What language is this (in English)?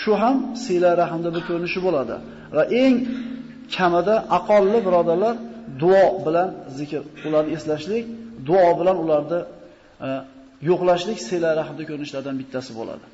Uzbek